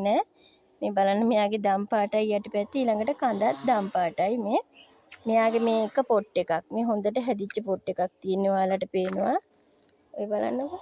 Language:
Sinhala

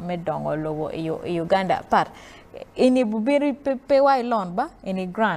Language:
Acoli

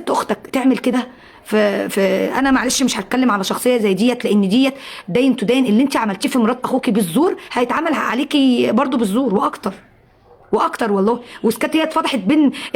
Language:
Egyptian Arabic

